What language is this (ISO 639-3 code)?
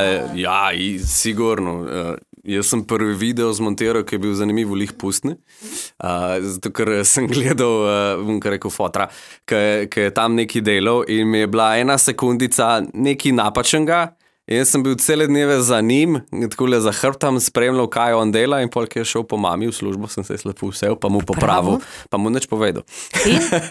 slv